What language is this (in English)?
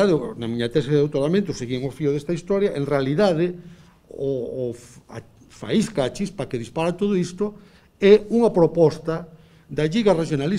Galician